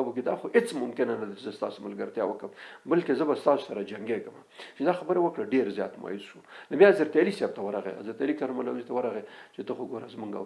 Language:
Pashto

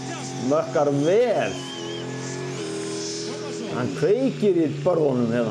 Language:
Icelandic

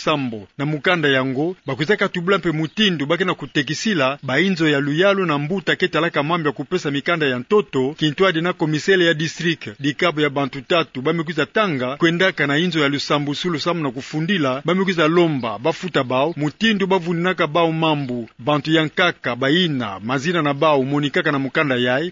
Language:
Kituba (Democratic Republic of Congo)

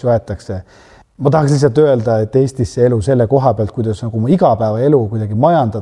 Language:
Estonian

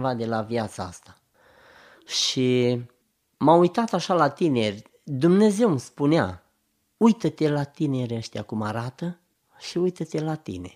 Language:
Romanian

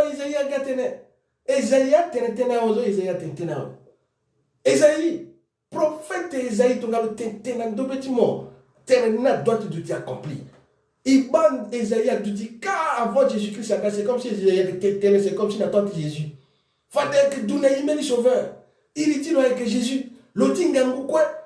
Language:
Sango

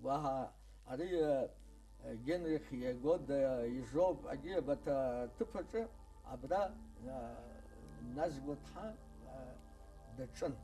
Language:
Abkhazian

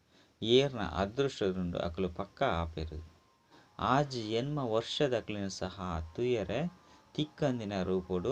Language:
Tulu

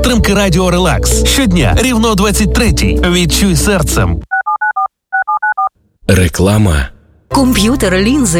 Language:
Ukrainian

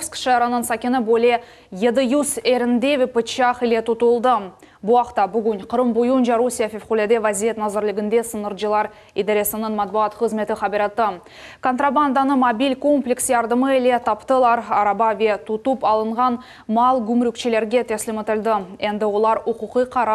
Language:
Crimean Tatar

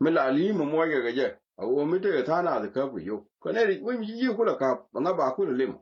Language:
Nuer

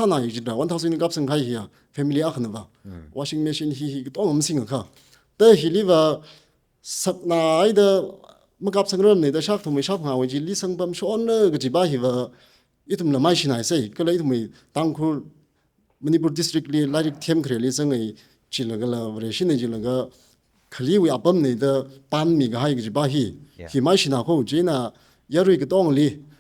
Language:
Tangkhul Naga (India)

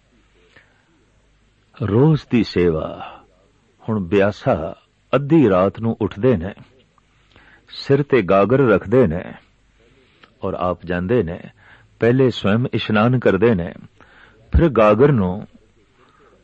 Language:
Punjabi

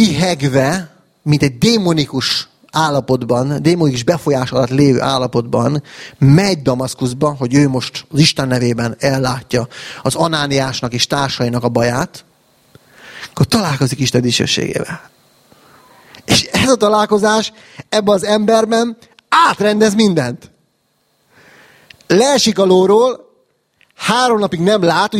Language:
Hungarian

